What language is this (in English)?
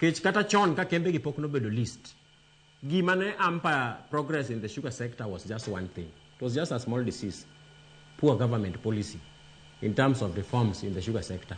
Luo (Kenya and Tanzania)